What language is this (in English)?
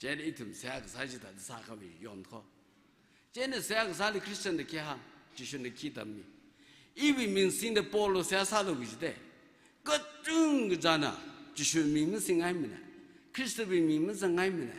Tangkhul Naga (India)